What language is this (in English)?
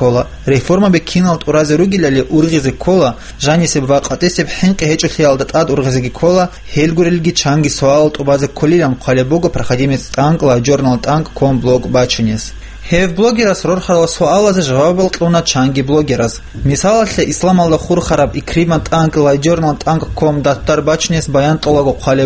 Avaric